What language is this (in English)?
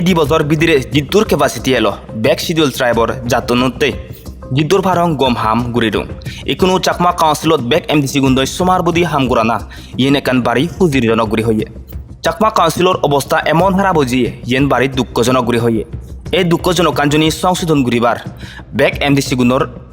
Chakma